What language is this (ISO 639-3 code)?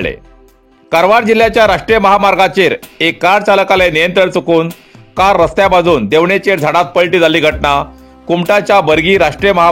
kok